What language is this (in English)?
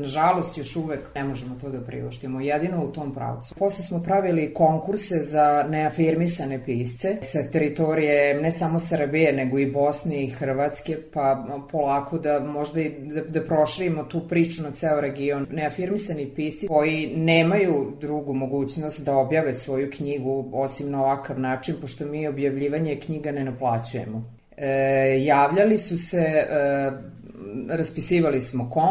Serbian